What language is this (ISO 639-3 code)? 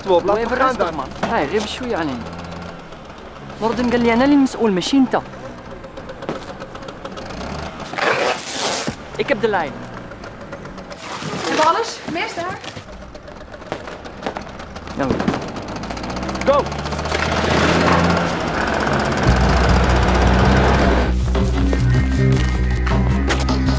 nld